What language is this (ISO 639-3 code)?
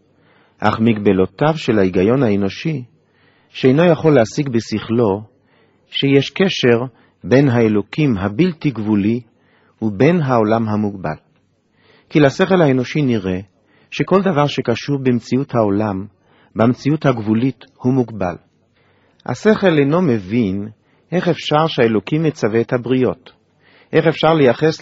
heb